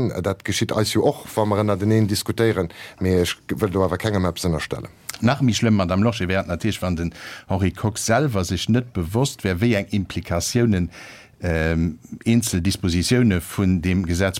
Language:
Luxembourgish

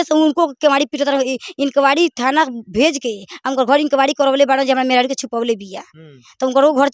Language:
Bhojpuri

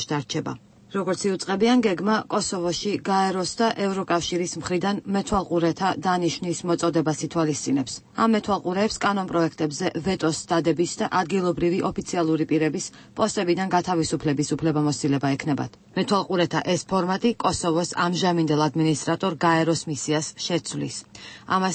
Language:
Georgian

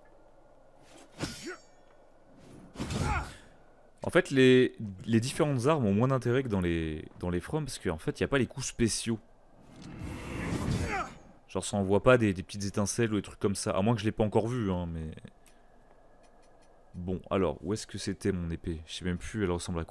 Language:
French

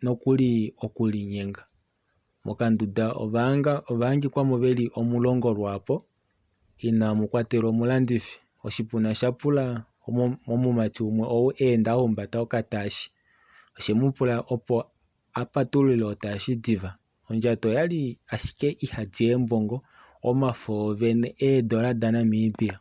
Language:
Kuanyama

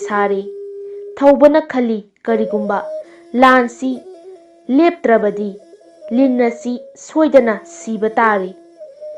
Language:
Manipuri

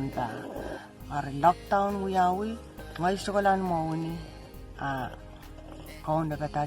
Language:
Pohnpeian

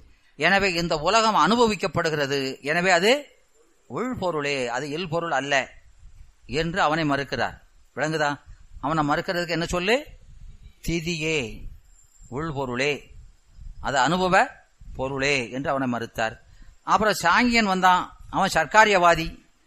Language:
Tamil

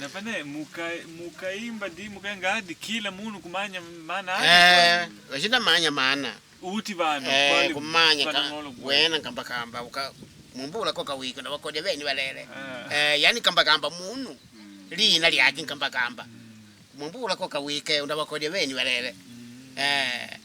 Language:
Makonde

